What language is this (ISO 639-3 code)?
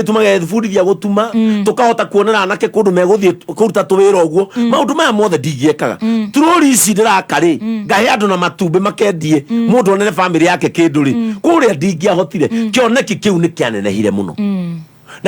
kik